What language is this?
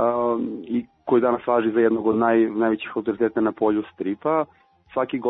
Serbian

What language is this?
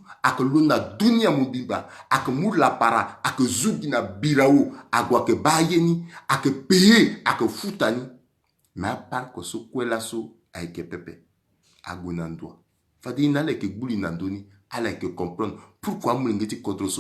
Sango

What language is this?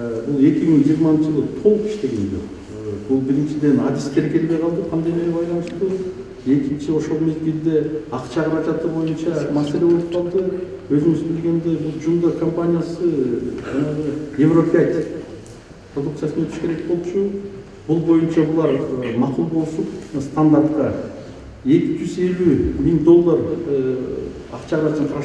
Kyrgyz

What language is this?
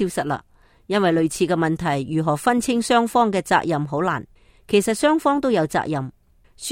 Cantonese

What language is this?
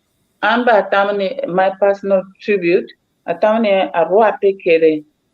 Acoli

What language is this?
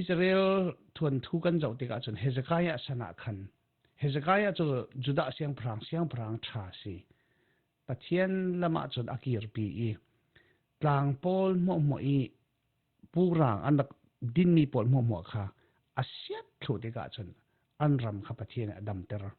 Falam Chin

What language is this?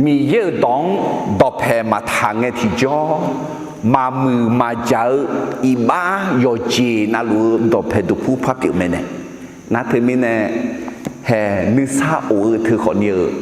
Akha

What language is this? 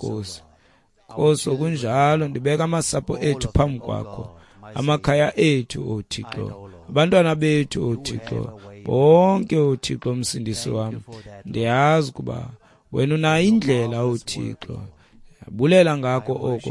Xhosa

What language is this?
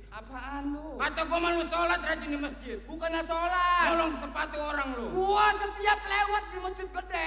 Betawi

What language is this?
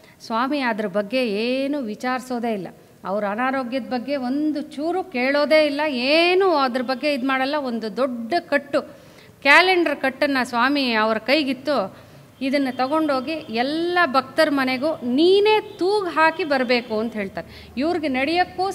Kannada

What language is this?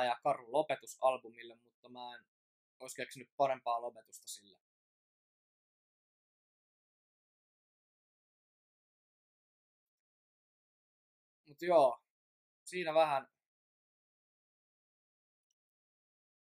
Finnish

